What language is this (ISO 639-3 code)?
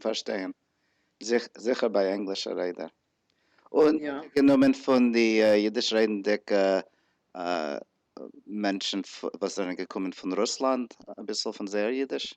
yid